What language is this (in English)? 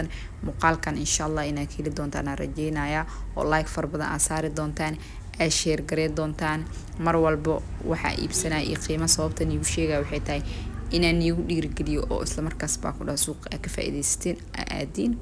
Somali